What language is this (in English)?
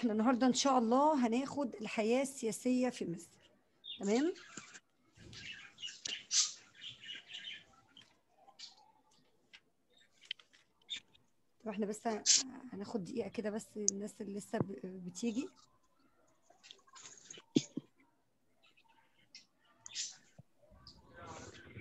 Egyptian Arabic